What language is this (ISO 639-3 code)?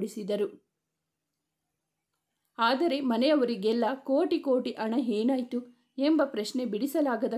kan